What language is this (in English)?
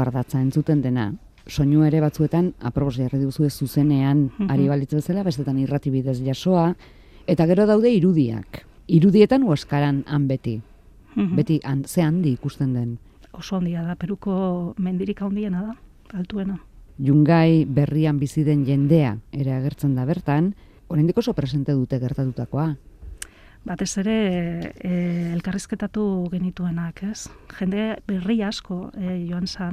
Basque